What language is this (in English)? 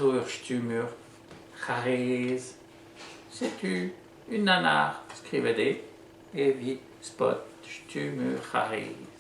Breton